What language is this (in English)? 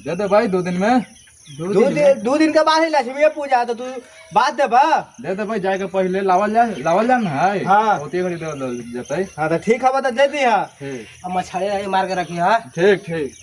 Magahi